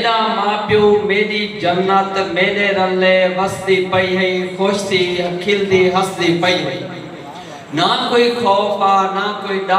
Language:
Saraiki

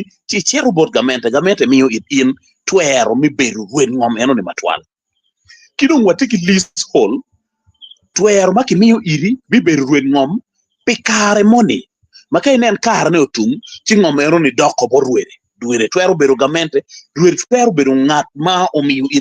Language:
Acoli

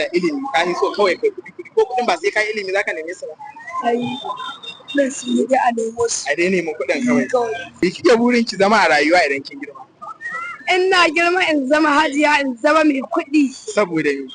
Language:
Hausa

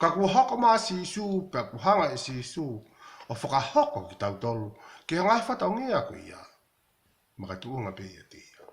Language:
Tongan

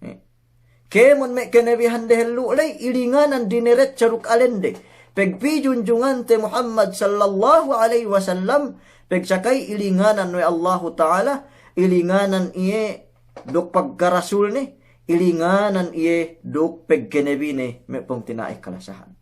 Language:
Yakan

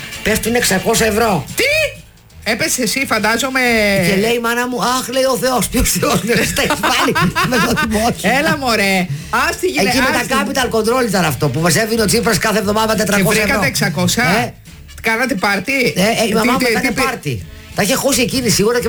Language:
Greek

